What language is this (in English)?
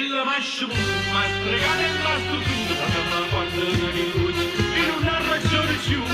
Neapolitan